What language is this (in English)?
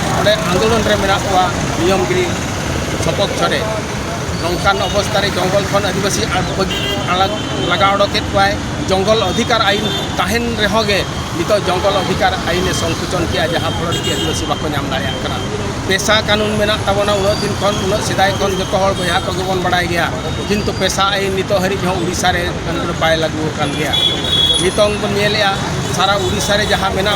Santali